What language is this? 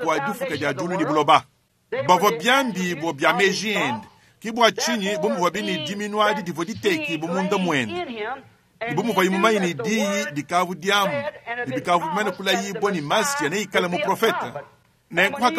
Luba-Lulua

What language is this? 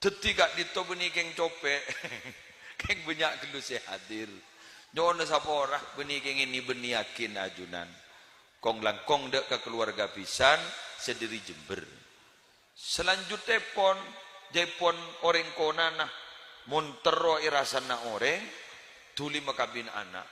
Madurese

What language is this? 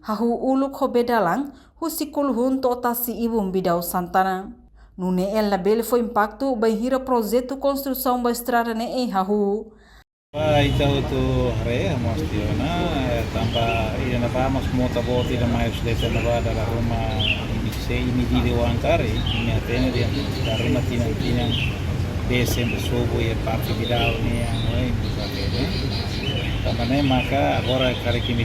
Tetum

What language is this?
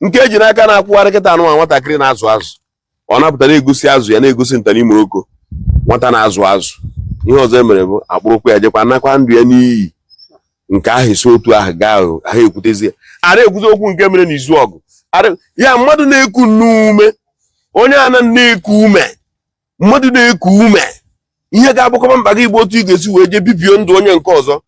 Igbo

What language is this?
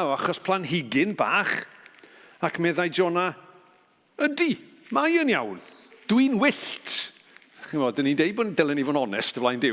Welsh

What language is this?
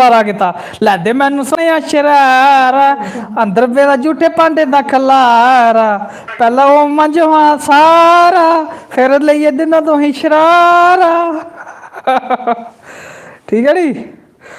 Dogri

